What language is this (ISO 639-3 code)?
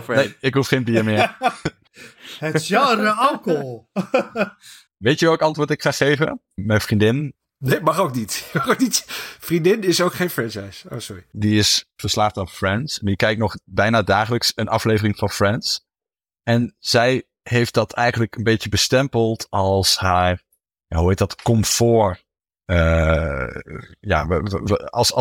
nld